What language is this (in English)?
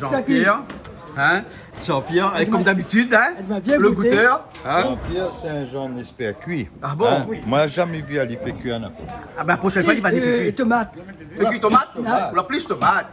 Réunion Creole French